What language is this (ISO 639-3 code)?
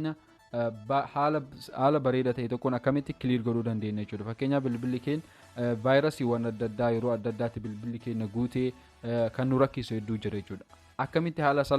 orm